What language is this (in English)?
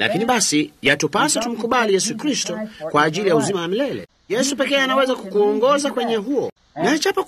Swahili